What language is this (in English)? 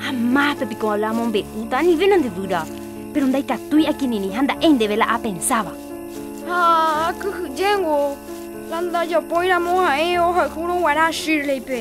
Guarani